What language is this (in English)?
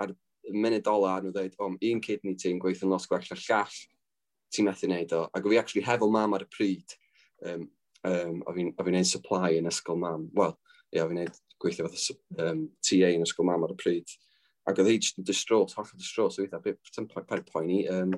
Welsh